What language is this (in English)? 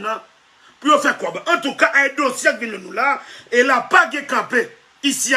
Haitian Creole